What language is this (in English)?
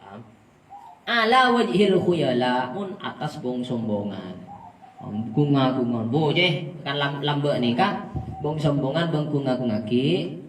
Madurese